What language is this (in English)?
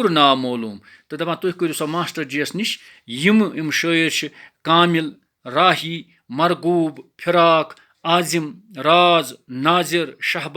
Kashmiri